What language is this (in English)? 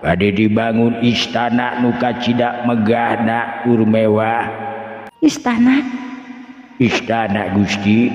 Sundanese